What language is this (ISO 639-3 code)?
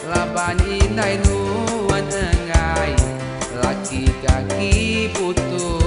iba